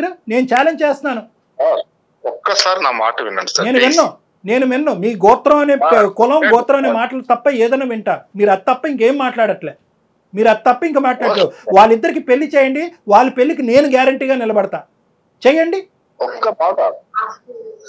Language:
Telugu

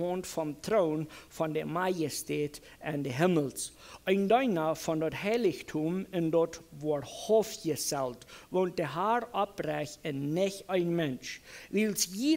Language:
Plautdietsch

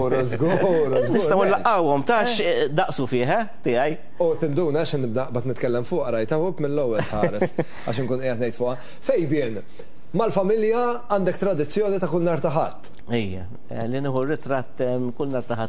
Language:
Maltese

